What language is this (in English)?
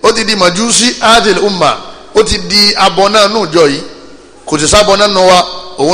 Yoruba